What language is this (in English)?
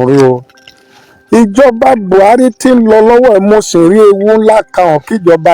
Yoruba